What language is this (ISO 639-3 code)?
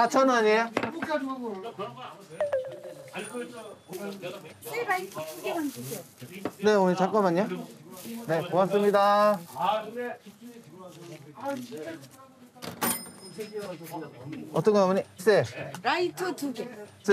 kor